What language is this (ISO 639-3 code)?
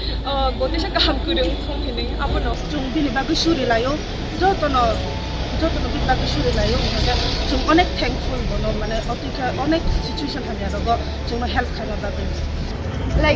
trp